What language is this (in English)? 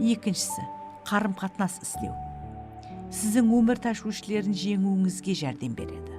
Kara-Kalpak